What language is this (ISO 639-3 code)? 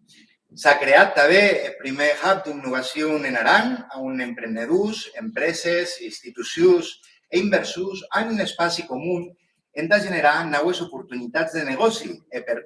oci